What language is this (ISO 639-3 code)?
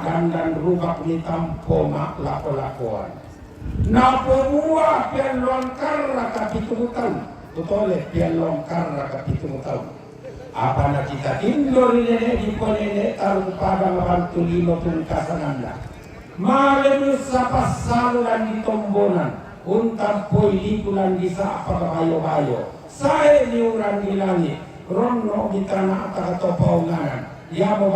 sda